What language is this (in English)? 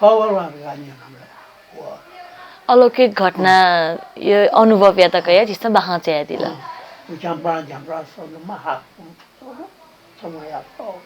Newari